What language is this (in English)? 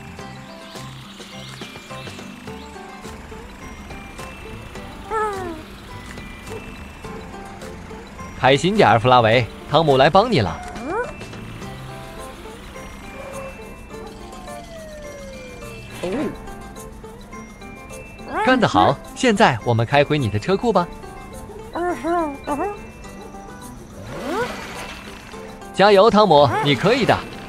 Chinese